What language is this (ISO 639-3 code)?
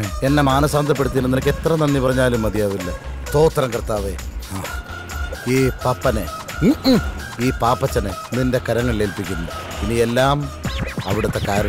mal